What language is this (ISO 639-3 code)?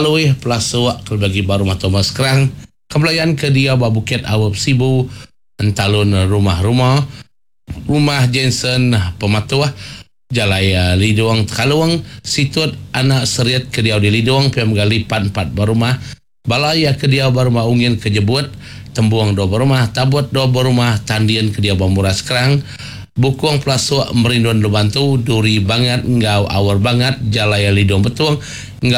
iba